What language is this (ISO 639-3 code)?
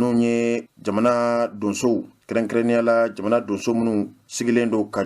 bam